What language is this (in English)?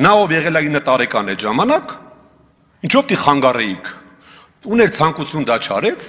Armenian